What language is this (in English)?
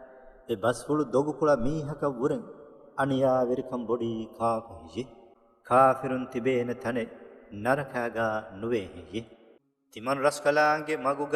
Divehi